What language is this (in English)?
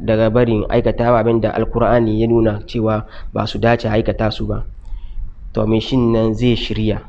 Hausa